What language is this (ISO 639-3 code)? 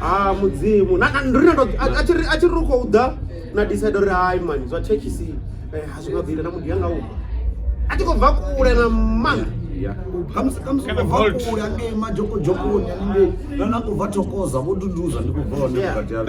ven